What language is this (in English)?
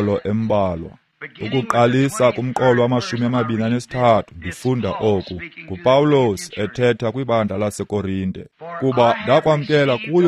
Xhosa